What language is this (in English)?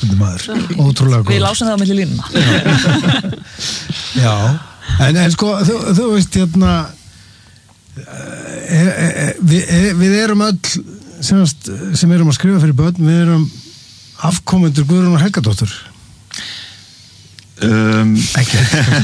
Icelandic